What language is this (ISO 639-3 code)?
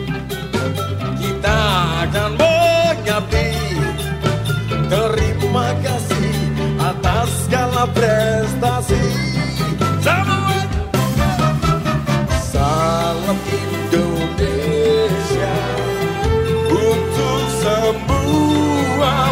ind